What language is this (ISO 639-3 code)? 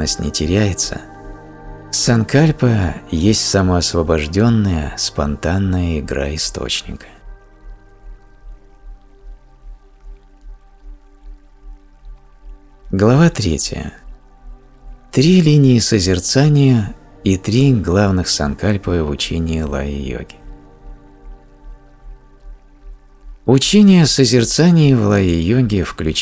rus